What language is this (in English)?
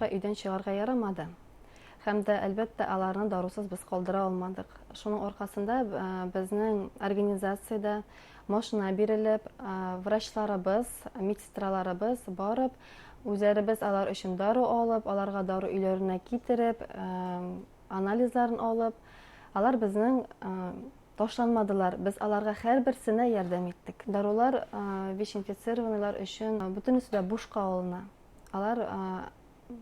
Bashkir